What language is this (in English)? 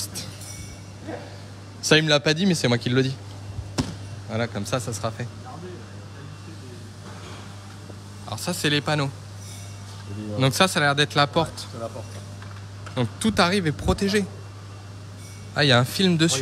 French